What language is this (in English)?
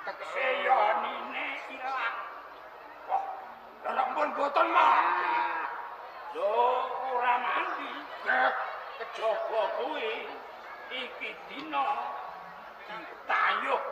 Javanese